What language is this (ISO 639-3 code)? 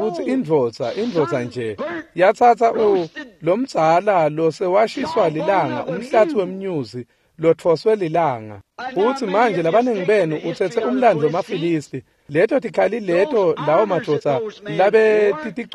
ssw